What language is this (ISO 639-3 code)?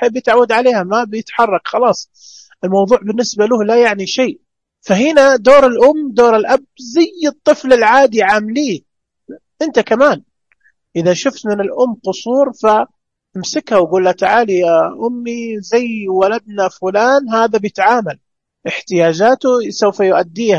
ars